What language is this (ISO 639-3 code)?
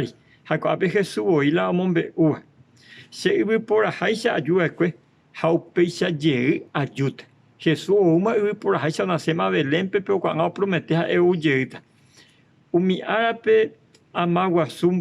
grn